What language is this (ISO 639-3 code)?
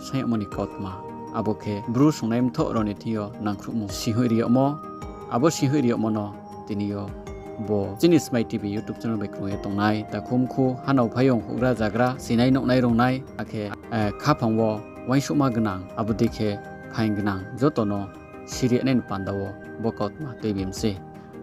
ria